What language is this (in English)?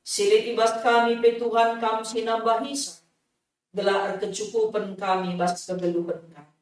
Batak Karo